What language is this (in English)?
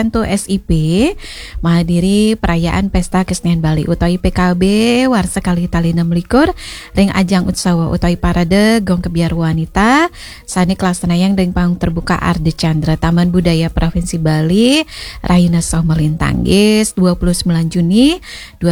Balinese